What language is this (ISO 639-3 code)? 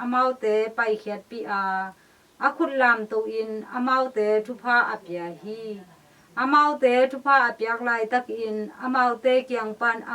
ctd